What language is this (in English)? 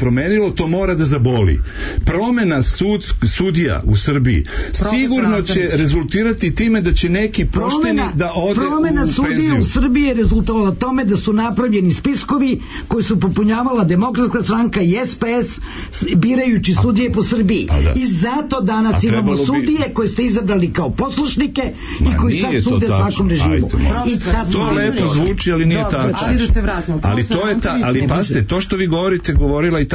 Serbian